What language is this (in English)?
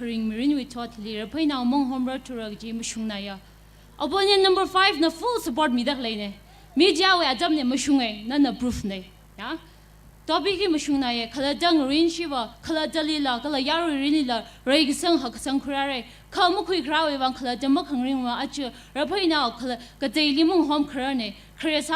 Tangkhul Naga (India)